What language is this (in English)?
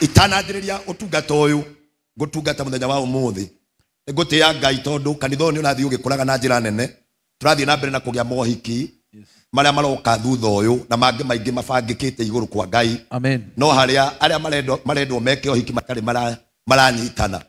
Kikuyu